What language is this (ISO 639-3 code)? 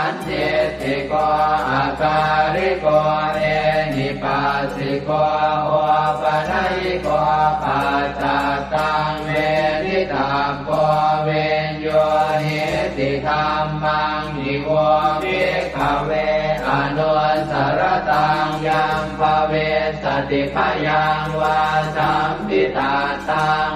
pli